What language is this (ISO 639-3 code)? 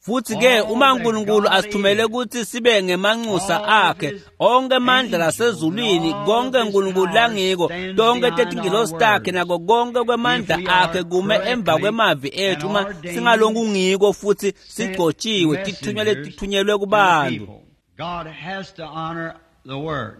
ssw